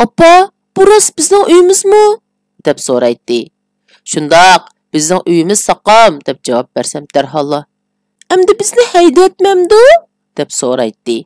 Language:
Uyghur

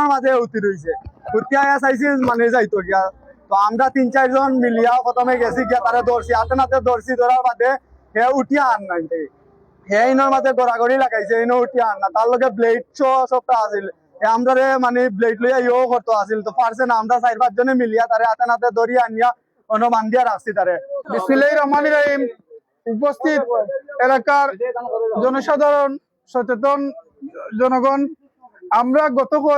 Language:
Sylheti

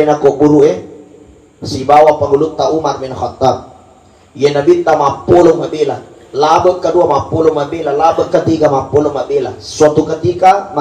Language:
Buginese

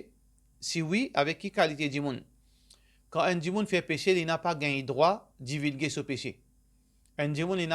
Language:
Morisyen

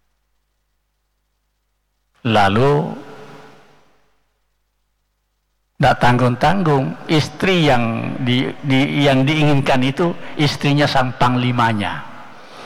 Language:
Indonesian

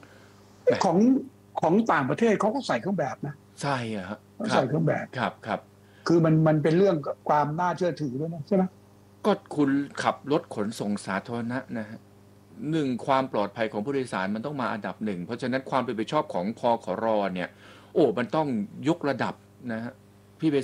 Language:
Thai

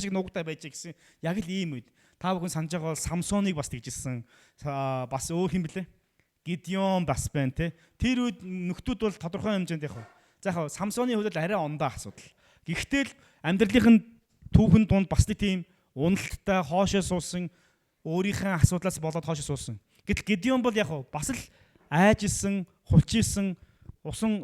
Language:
Mongolian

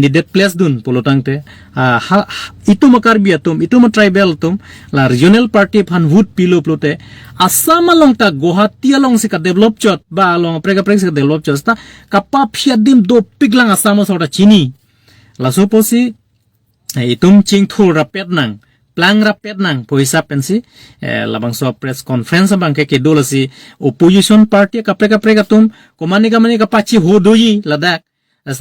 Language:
Karbi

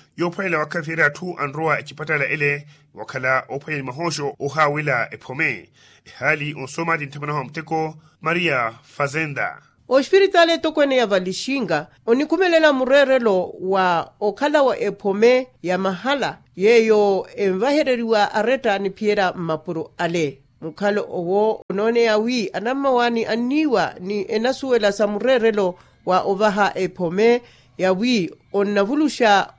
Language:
Makhuwa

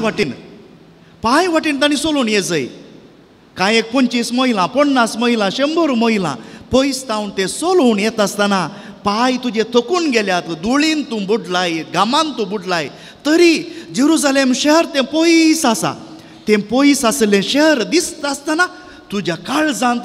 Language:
Konkani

